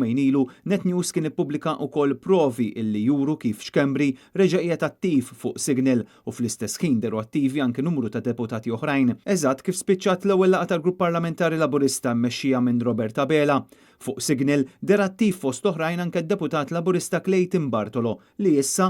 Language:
Maltese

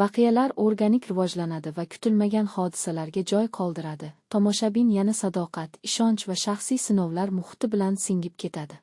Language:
Uzbek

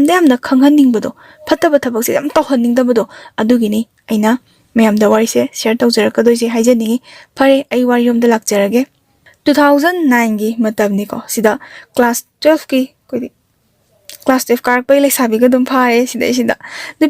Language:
Manipuri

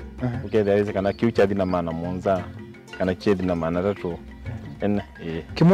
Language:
Kamba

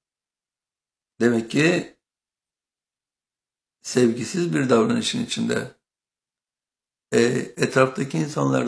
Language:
Turkish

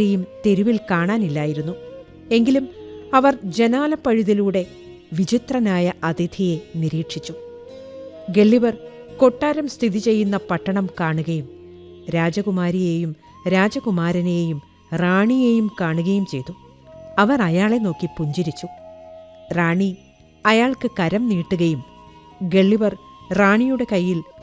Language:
Malayalam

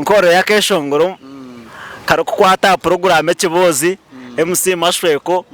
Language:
Nyankole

